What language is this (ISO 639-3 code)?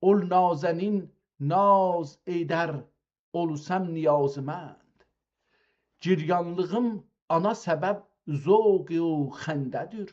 azb